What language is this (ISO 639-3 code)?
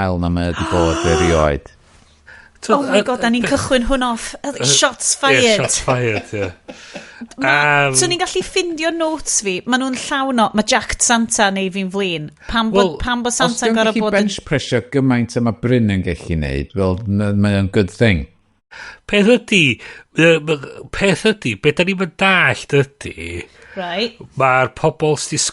cym